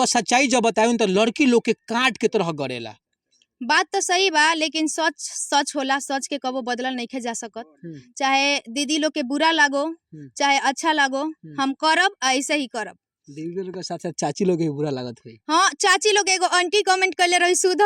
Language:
Bhojpuri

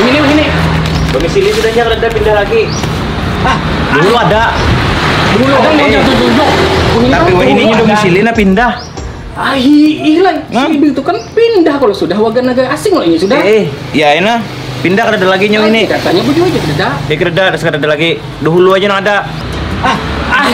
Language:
Banjar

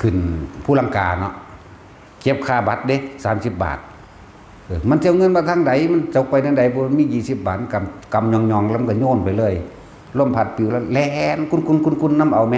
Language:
Northeastern Thai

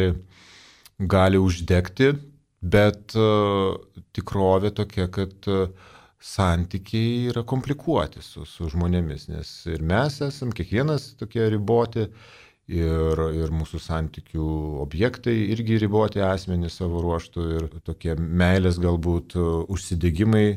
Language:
Lithuanian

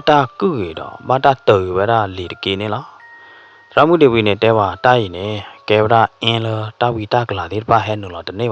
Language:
S'gaw Karen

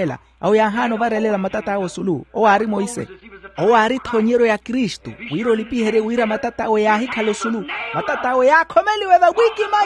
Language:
Makhuwa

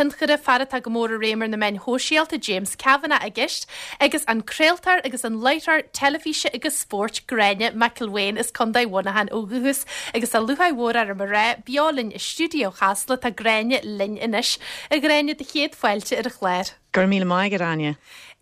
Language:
Irish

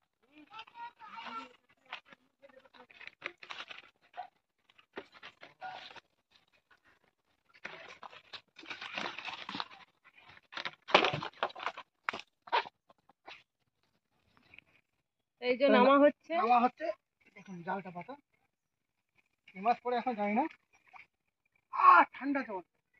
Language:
Bangla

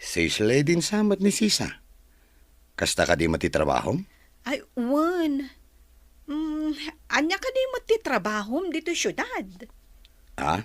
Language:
Iloko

